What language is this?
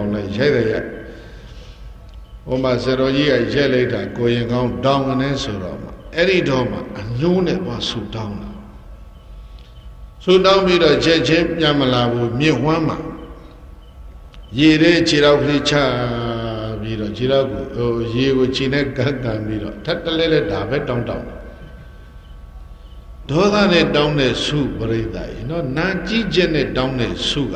Burmese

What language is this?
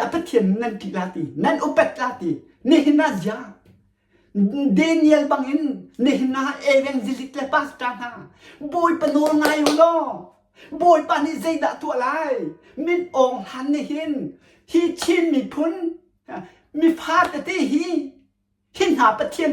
Hakha Chin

